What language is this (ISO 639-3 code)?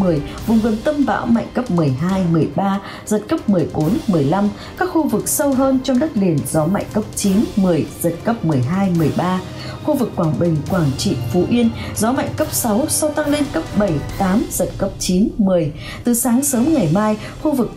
vie